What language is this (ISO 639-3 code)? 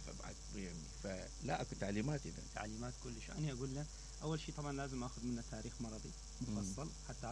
acm